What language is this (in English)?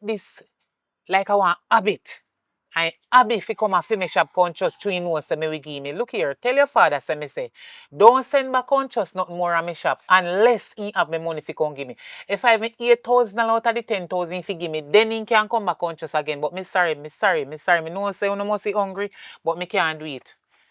Jamaican Creole English